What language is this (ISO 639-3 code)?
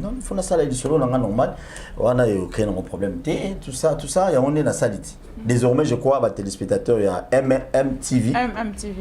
lin